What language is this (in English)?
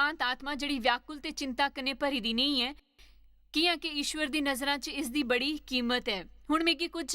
Dogri